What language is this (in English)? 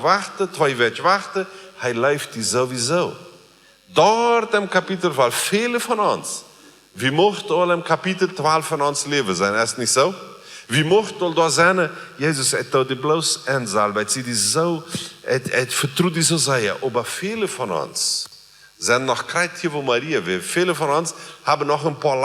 Plautdietsch